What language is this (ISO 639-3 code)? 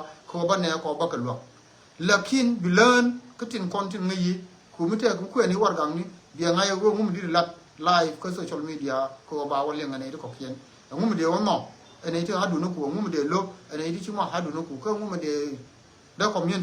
nus